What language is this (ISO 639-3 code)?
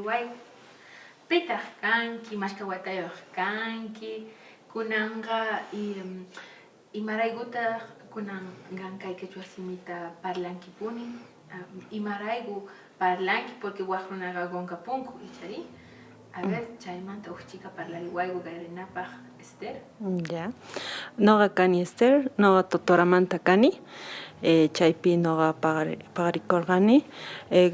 que